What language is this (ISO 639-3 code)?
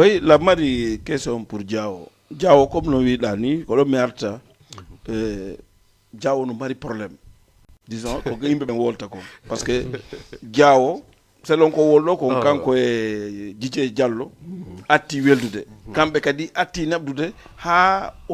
ful